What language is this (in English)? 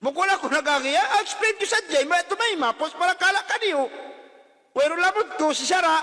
Tausug